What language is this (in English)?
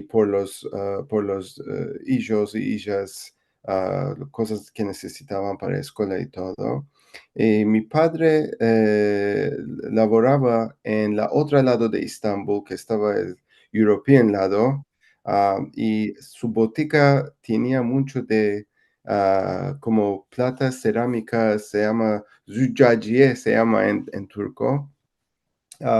Ladino